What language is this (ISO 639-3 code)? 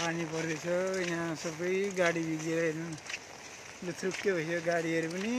nep